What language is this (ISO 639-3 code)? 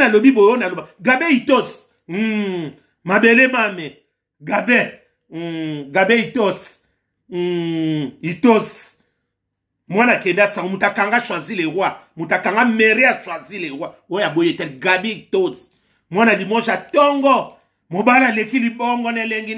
lin